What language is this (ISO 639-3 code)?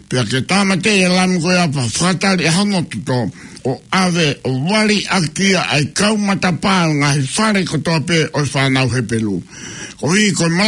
ton